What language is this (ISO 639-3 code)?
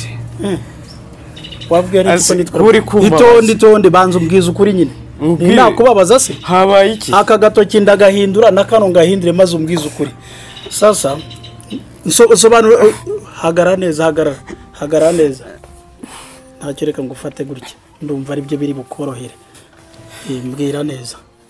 kin